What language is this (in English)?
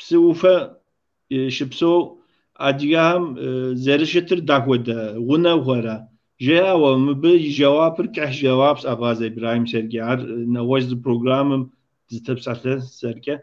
Kabardian